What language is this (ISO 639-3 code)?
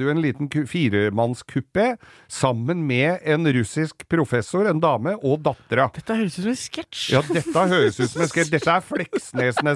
nor